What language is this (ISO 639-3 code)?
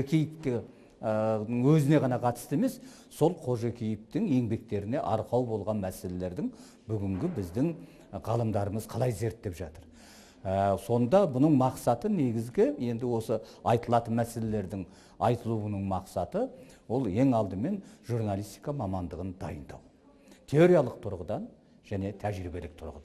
kaz